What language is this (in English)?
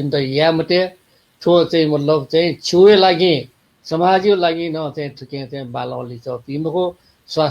Newari